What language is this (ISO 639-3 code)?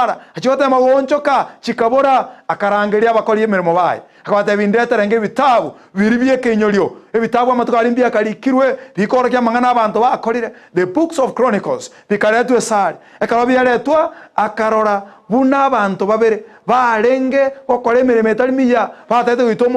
guz